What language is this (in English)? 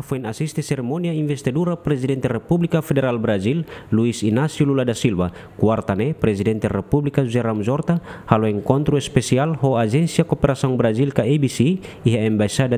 Tetum